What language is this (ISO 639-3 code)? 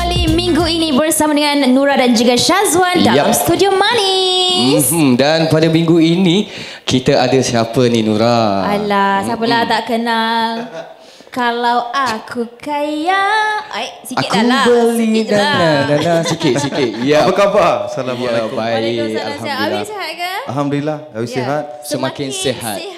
msa